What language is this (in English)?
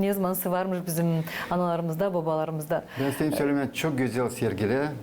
Gagauz